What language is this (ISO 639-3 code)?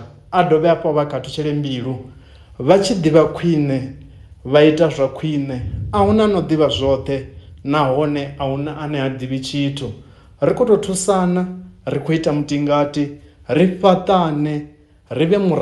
ven